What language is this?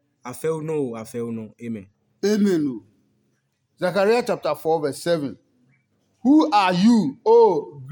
Adangme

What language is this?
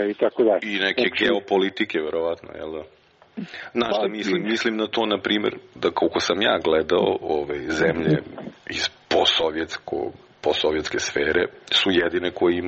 Serbian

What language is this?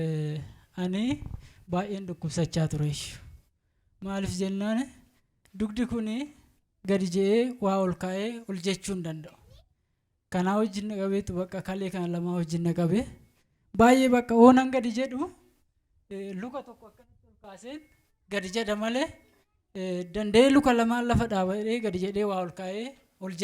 Oromo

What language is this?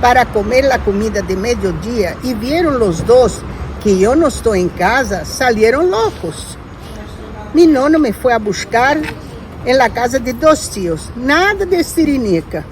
Ladino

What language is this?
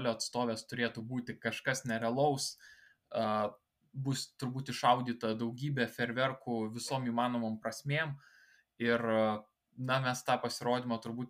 Lithuanian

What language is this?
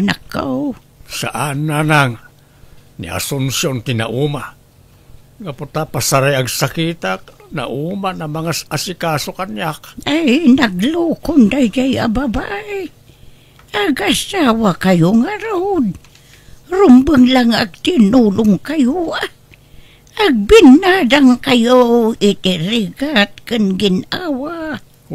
Iloko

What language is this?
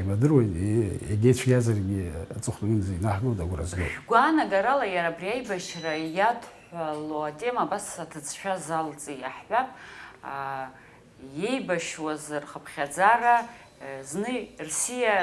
Abkhazian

